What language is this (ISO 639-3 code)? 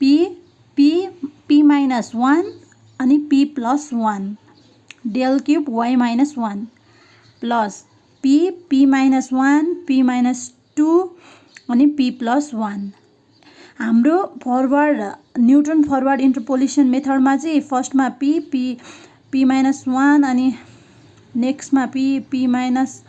nep